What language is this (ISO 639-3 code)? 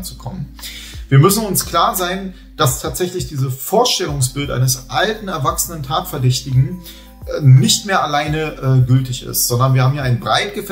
deu